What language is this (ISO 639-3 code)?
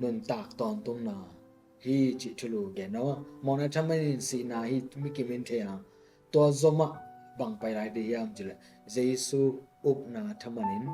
ctd